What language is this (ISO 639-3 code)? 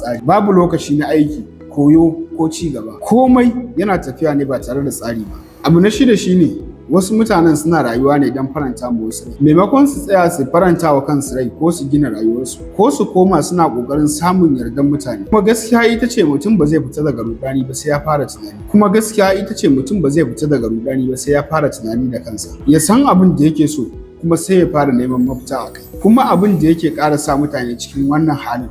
hau